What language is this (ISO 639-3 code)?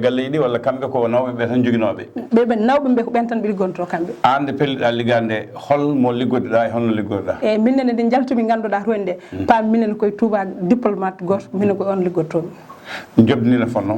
ful